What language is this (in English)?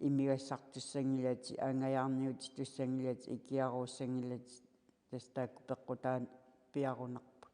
Kalaallisut